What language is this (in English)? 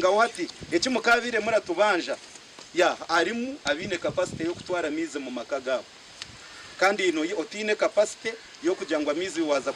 Nyankole